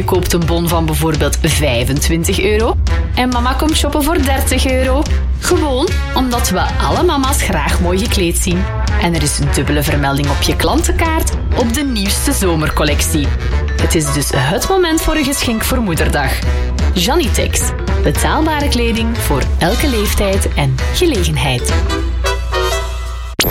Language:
Dutch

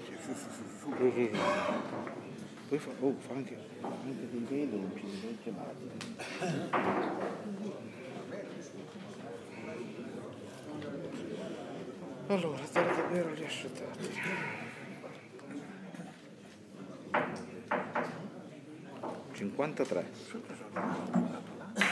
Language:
Italian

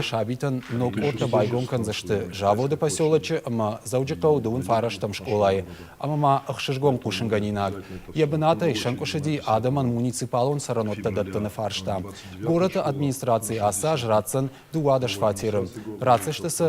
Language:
Ossetic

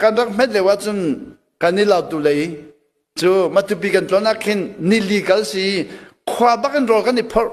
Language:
Hakha Chin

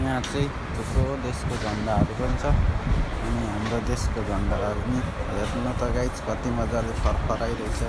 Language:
Nepali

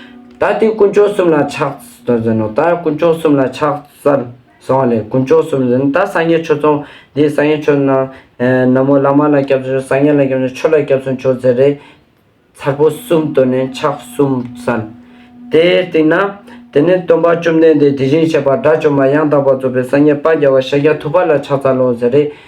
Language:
Ladakhi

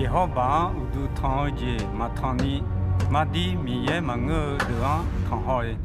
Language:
Akha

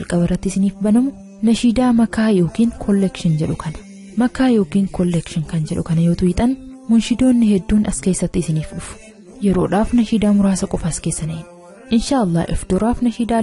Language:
Oromo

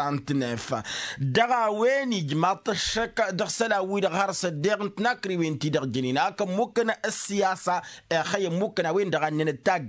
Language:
Tamasheq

